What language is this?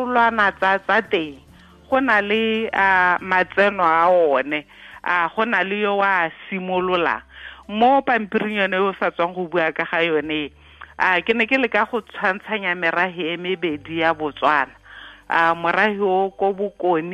Tswana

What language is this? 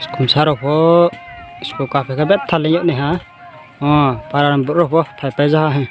Riang (India)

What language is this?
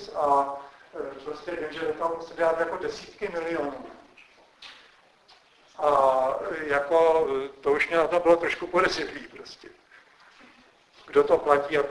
Czech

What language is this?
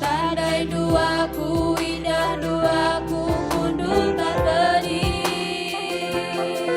Batak Karo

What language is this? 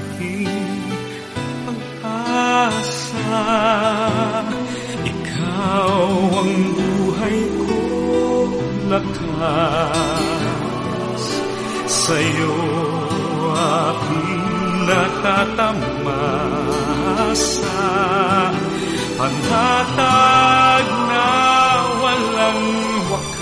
Filipino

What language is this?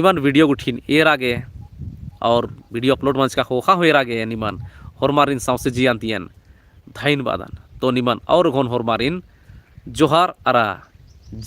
Kurukh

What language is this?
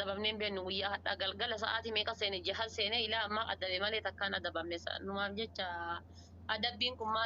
Oromo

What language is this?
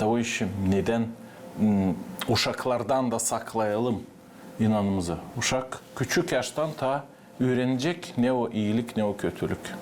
Gagauz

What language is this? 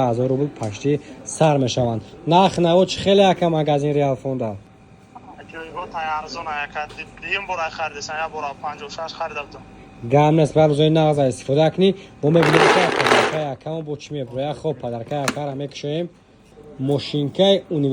Tajik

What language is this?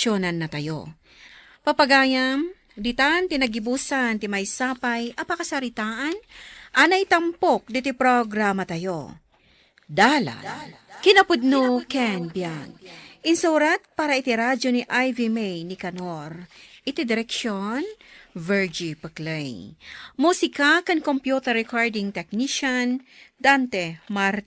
Iloko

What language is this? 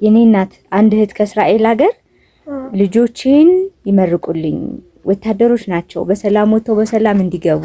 Amharic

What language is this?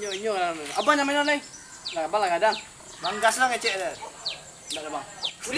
Minangkabau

